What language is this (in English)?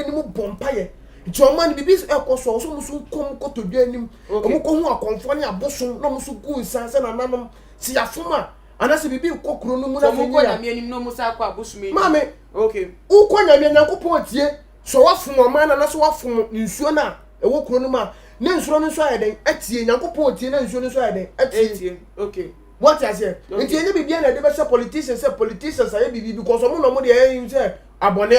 Akan